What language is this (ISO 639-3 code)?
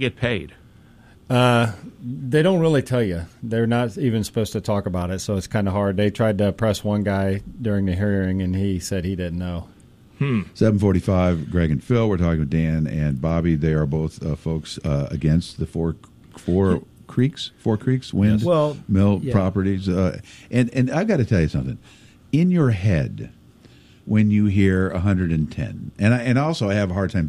eng